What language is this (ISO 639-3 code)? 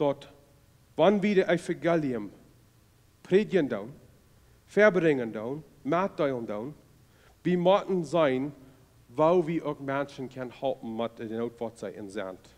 pdt